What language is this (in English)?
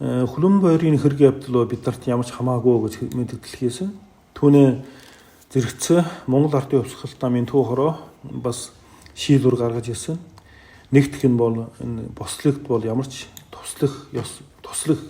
Mongolian